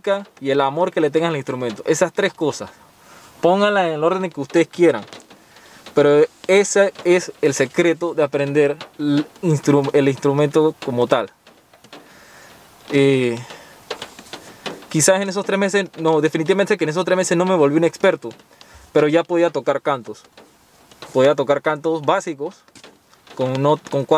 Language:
Spanish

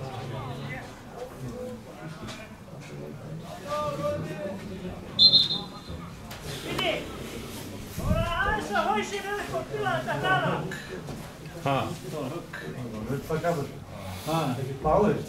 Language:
Icelandic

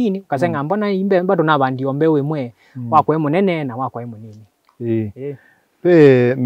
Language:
Kamba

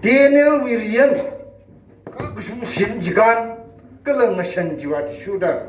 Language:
Tangkhul Naga (India)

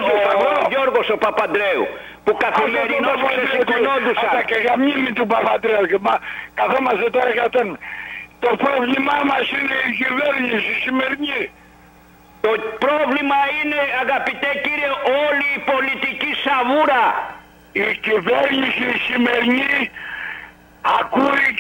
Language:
Greek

